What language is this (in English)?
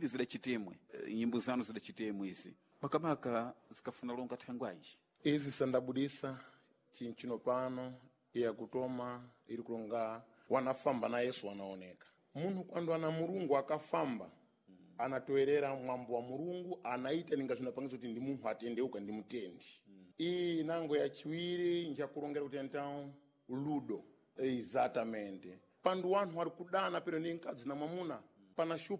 Sena